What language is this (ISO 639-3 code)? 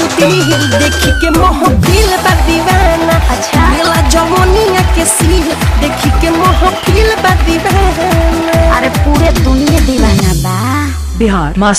bho